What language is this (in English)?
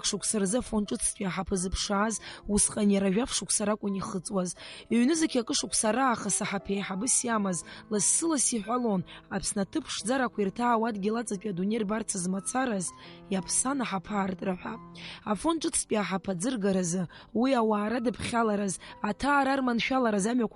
Abkhazian